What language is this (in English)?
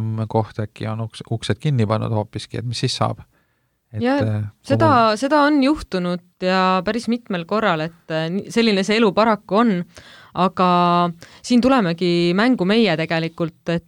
Estonian